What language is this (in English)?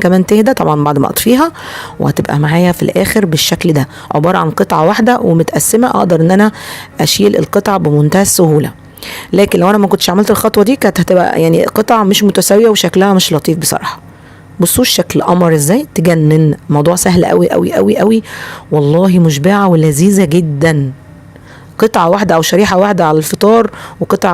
Egyptian Arabic